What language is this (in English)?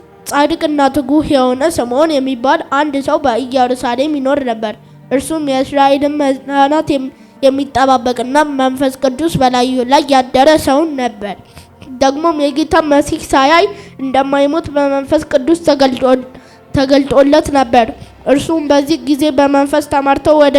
Amharic